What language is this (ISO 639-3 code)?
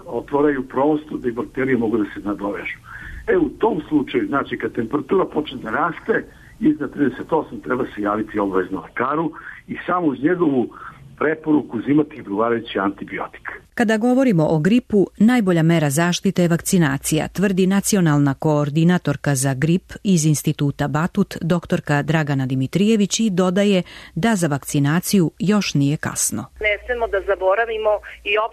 srp